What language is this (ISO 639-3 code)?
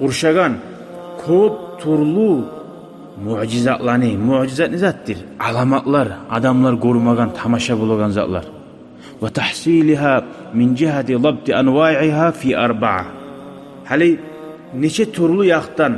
kum